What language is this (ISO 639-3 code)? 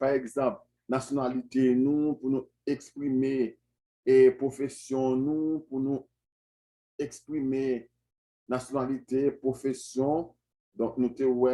hat